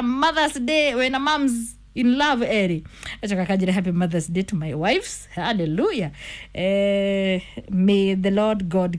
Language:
Kikuyu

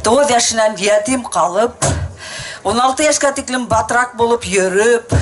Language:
Bashkir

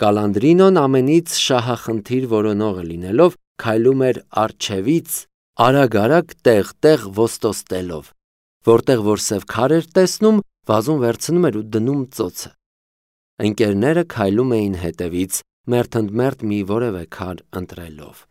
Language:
Armenian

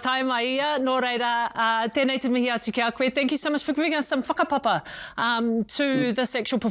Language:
Māori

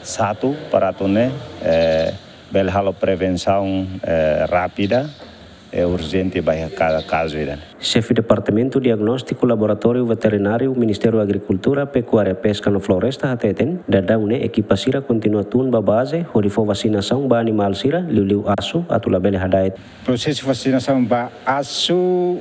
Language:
Tetum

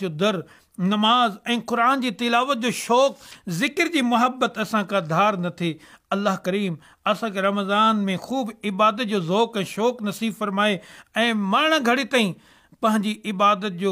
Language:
Sindhi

